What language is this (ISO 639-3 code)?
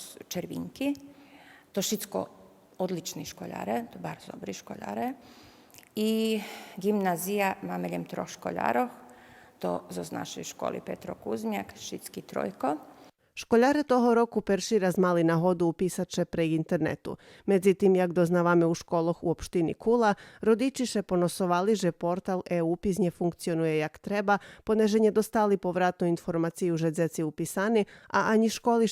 rue